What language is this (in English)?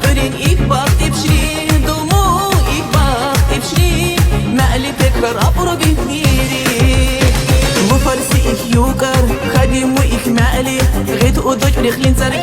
Tabassaran